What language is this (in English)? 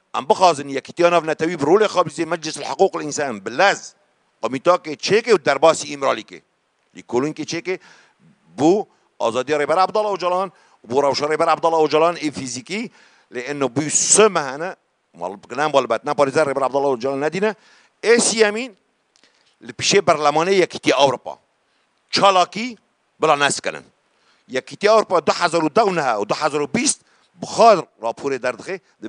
Kurdish